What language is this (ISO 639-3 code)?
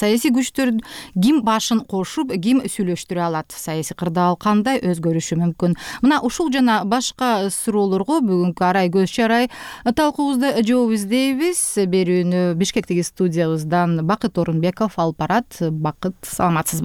kir